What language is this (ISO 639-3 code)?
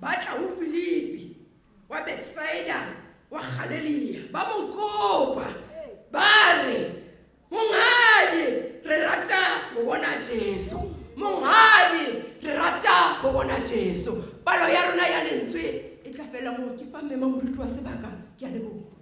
sot